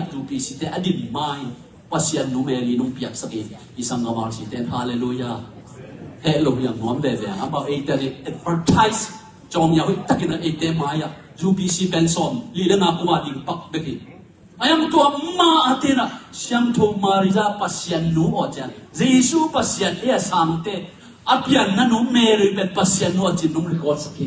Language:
Tedim Chin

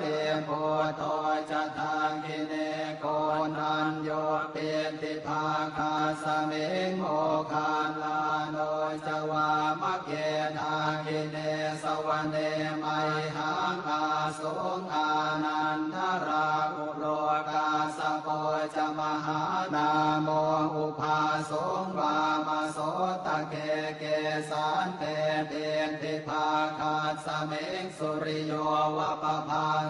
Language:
Pali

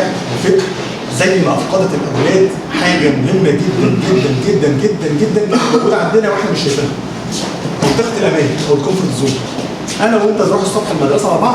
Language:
Egyptian Arabic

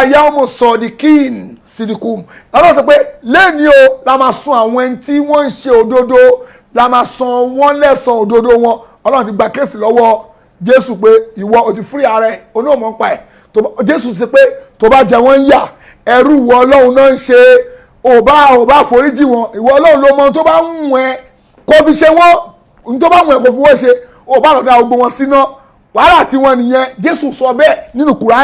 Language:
Yoruba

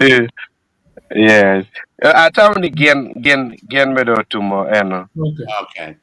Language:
Acoli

